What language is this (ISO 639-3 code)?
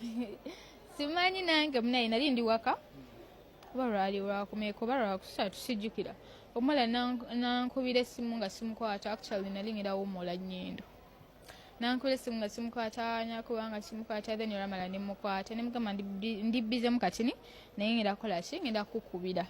lug